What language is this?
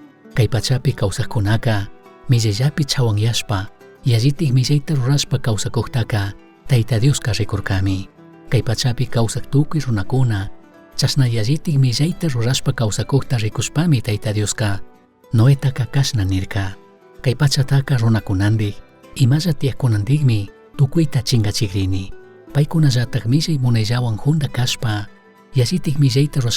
Chimborazo Highland Quichua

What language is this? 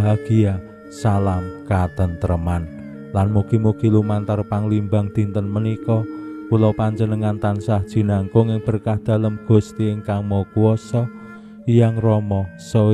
Javanese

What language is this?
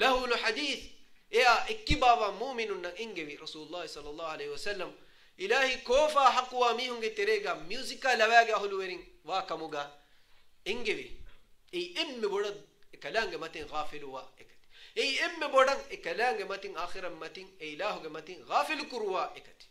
Divehi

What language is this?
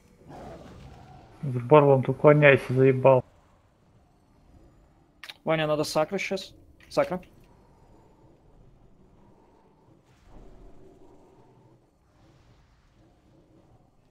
Russian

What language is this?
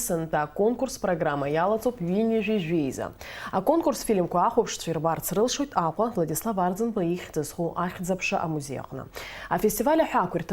Abkhazian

